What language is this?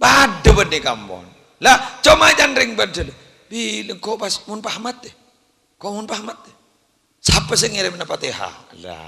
Madurese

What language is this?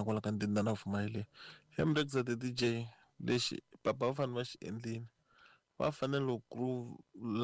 Tsonga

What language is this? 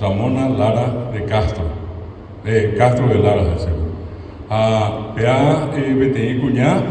Guarani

